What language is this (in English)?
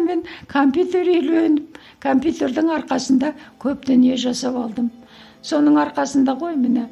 Kazakh